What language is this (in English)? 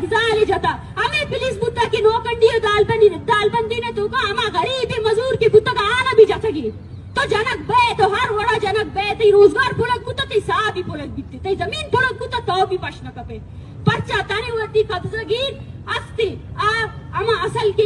Baluchi